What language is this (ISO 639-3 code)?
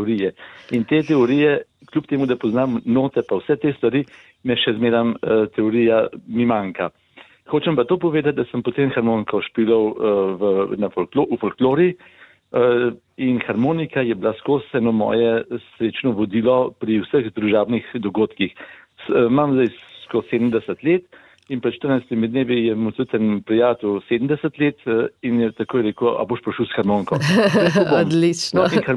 slv